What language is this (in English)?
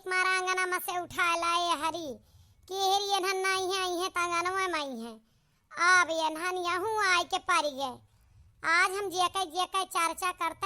Awadhi